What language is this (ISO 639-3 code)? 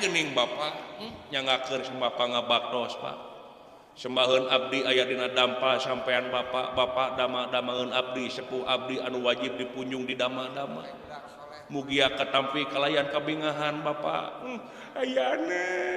sun